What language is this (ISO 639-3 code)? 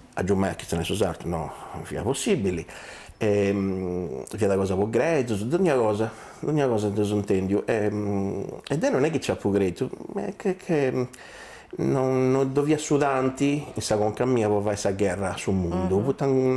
srd